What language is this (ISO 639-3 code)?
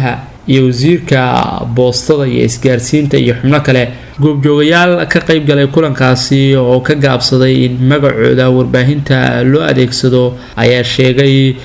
som